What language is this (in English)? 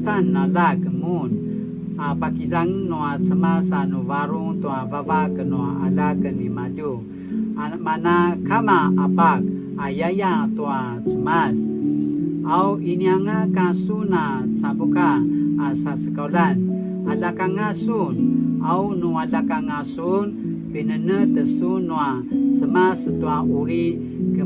Paiwan